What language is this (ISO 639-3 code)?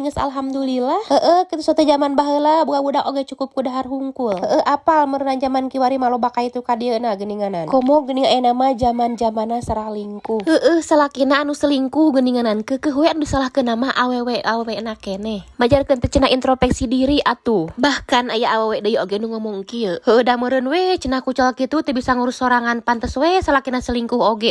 sun